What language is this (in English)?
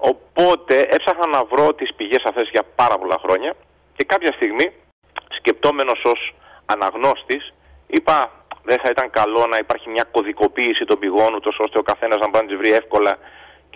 Greek